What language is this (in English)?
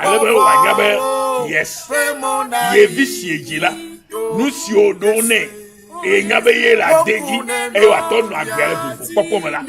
Ewe